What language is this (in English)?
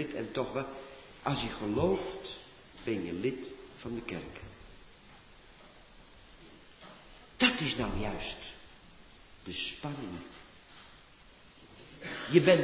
Dutch